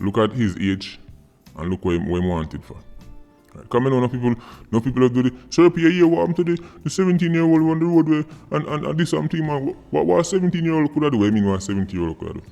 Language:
Jamaican Creole English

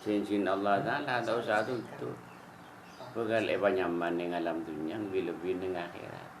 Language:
Madurese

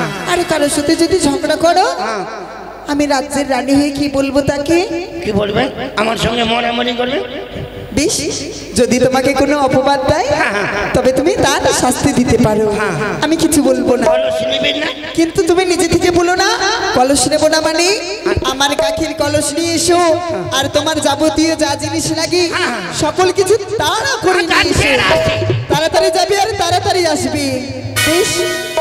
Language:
Bangla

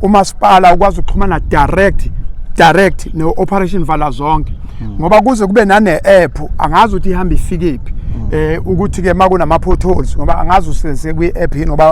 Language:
Zulu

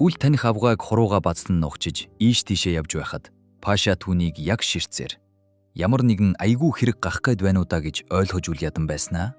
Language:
Mongolian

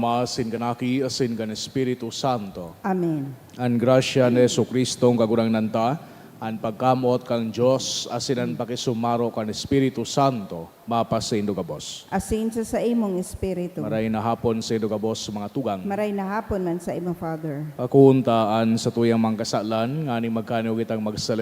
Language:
Bikol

